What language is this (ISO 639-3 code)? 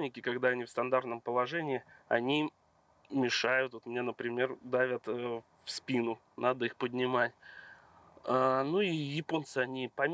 rus